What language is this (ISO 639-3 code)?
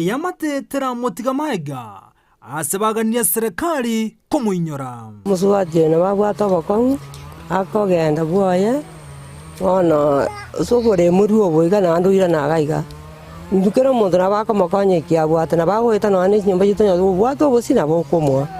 guz